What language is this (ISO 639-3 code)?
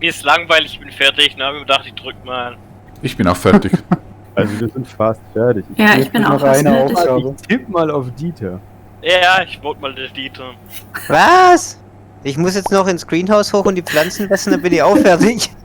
gsw